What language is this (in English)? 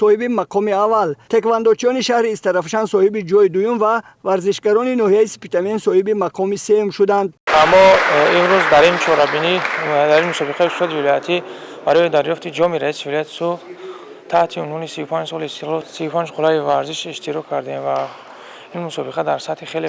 Tajik